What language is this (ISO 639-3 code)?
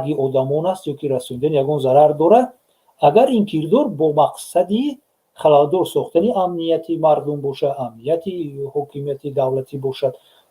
tgk